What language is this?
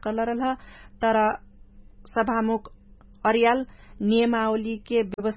Dangaura Tharu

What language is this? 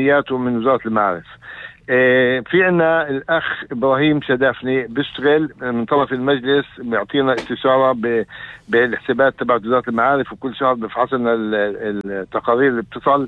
North Levantine Arabic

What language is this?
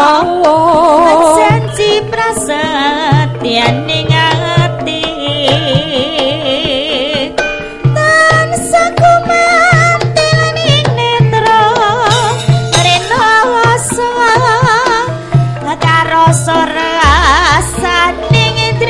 Javanese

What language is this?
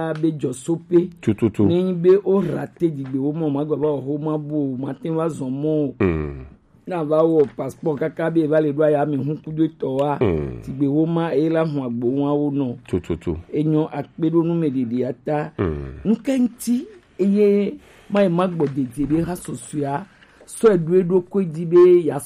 Gen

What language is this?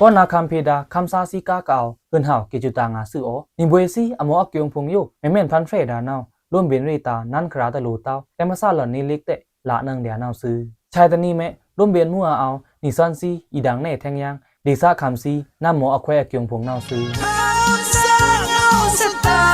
Pa'o Karen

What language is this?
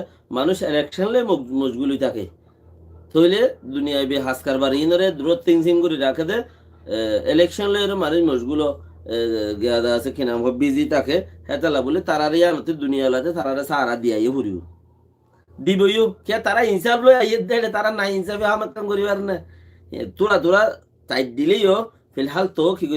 Rohingya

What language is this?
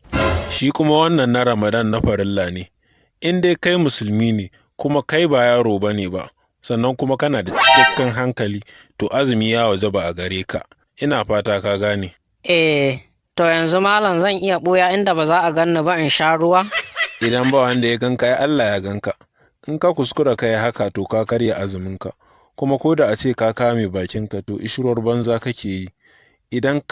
Hausa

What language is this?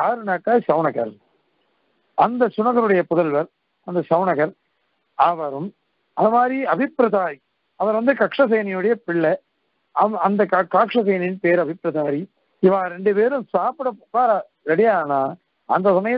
Tamil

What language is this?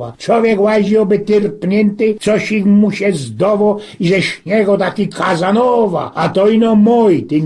Silesian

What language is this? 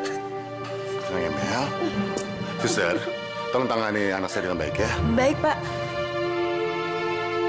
Indonesian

